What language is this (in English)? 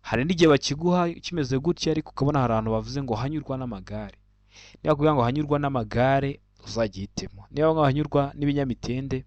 Kinyarwanda